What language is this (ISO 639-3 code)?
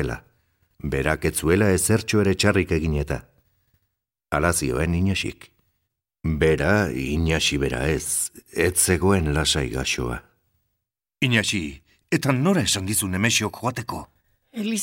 eus